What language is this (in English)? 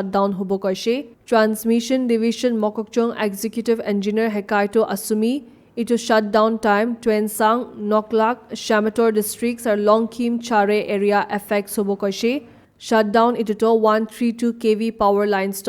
Naga Pidgin